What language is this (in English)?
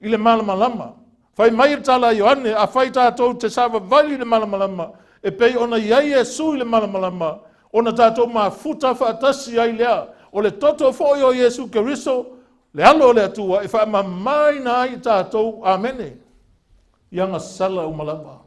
Samoan